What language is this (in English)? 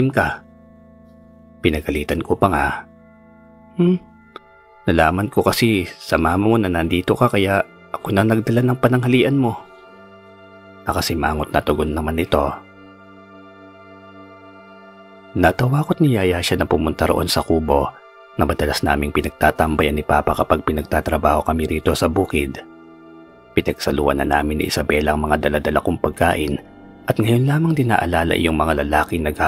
Filipino